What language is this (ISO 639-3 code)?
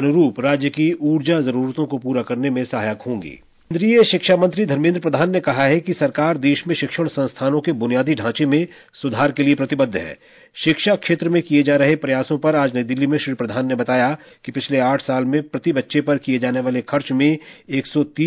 hin